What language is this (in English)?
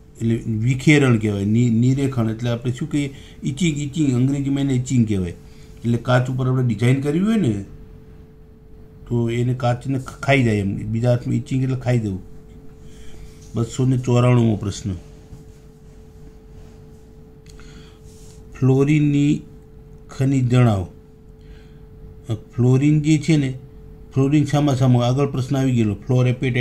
Gujarati